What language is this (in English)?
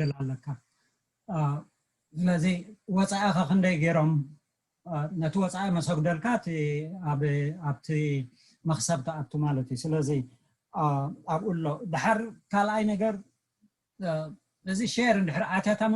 Tigrinya